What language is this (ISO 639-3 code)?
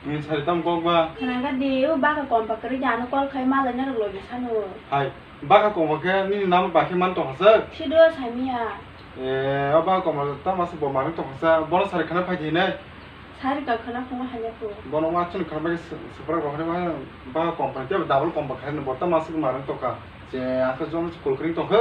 trp